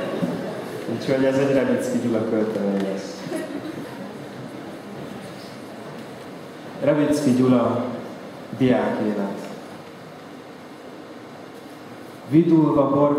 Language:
Hungarian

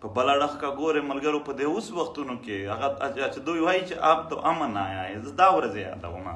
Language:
Pashto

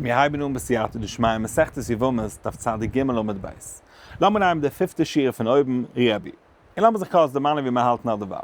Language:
Yiddish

